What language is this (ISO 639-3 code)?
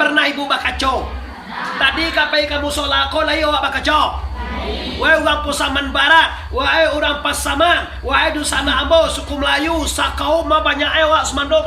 min